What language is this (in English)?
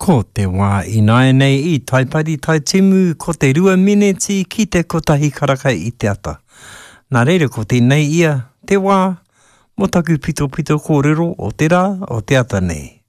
Māori